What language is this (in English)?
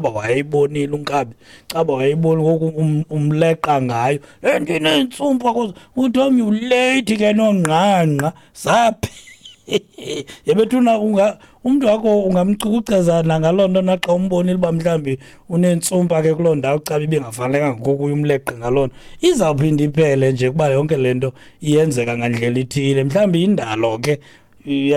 Xhosa